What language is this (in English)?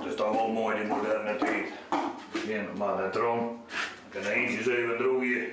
Western Frisian